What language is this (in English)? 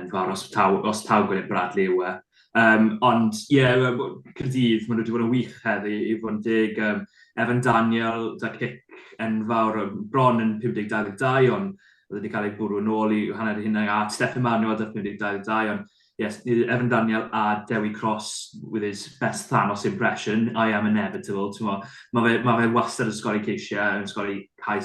Welsh